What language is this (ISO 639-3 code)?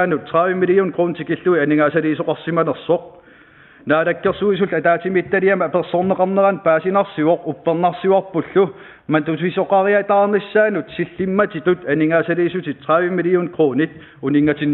kal